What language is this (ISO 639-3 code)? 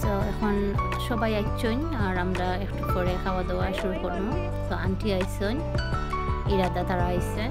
syl